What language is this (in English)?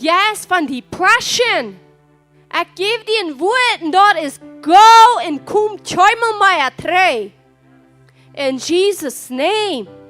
Plautdietsch